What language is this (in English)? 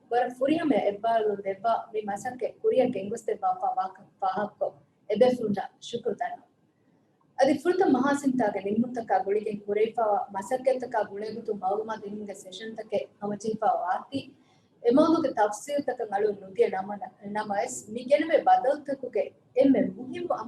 Divehi